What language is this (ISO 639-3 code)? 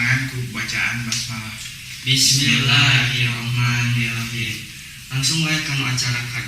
sun